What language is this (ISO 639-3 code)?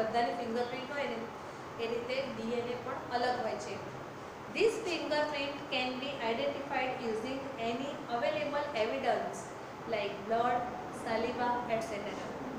guj